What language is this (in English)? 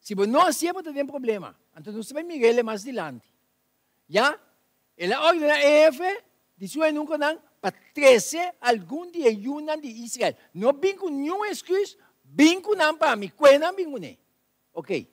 Papiamento